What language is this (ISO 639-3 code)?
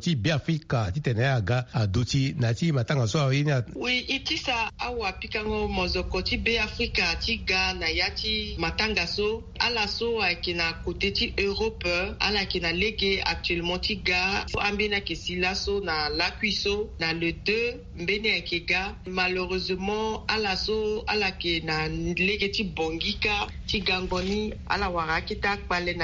sag